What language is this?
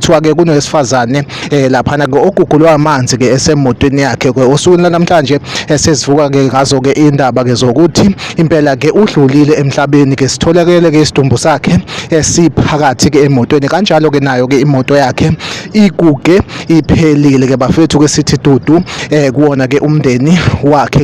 Zulu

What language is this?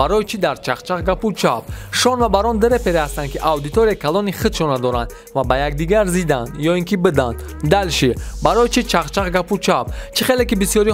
Tajik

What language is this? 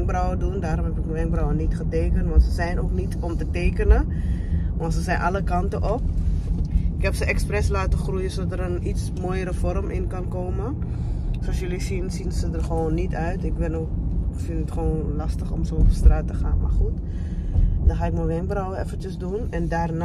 Dutch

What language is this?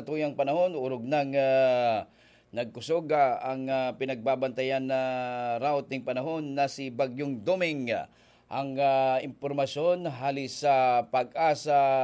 Bikol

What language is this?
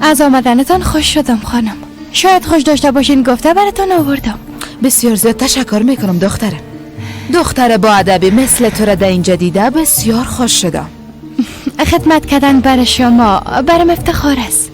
Persian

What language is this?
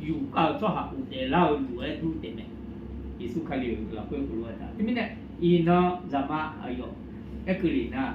Akha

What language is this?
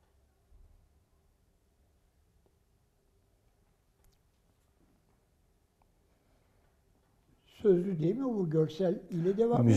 Turkish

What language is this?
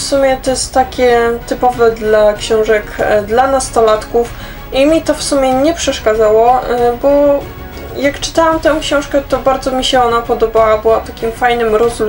Polish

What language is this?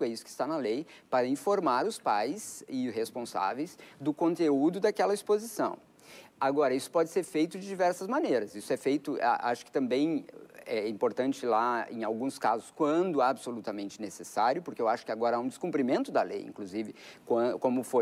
Portuguese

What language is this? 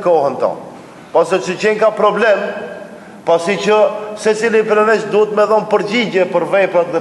Albanian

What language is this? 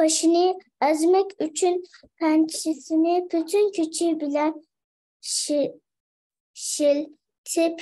Uyghur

